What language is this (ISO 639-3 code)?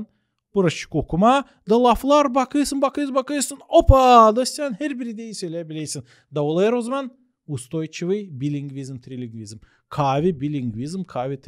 gag